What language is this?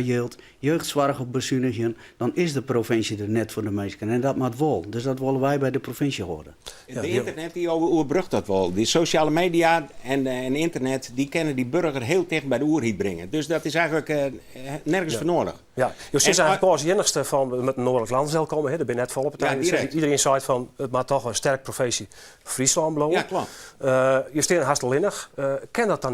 Western Frisian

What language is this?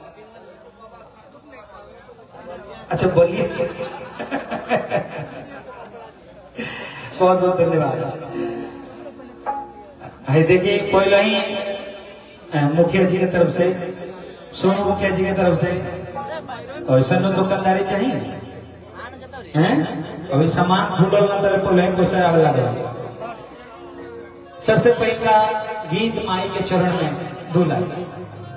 Bhojpuri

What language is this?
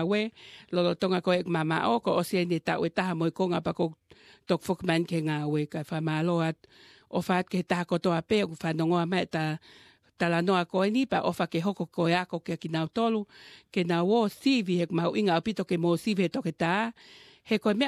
Tongan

